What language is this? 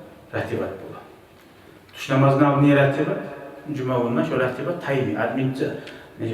Kumyk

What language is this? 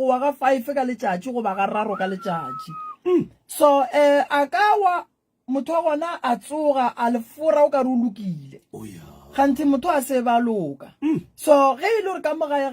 Northern Sotho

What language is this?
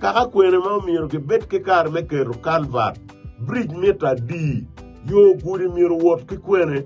Acoli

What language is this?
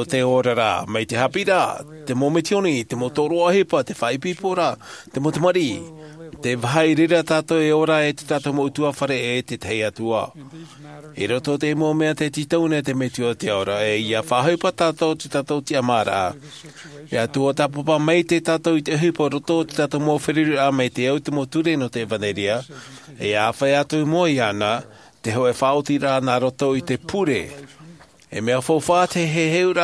Tahitian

